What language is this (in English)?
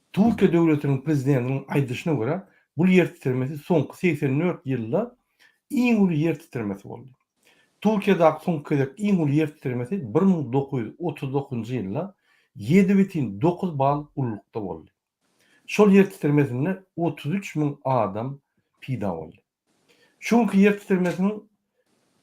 Turkmen